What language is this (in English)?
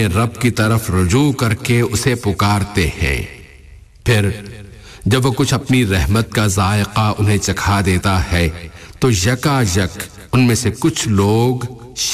Urdu